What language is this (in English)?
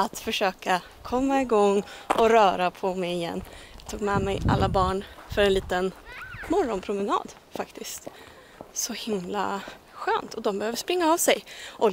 Swedish